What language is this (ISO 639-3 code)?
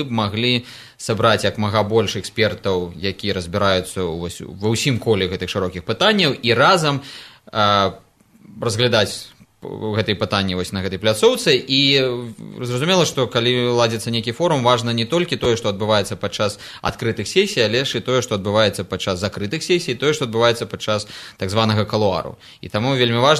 bel